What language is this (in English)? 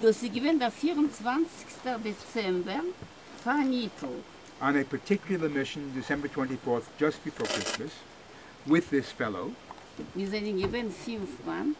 Yiddish